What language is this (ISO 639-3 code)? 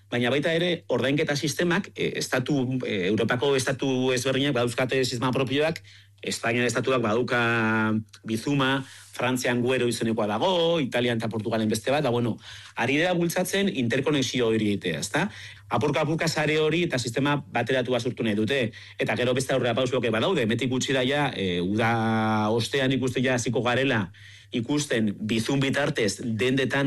eus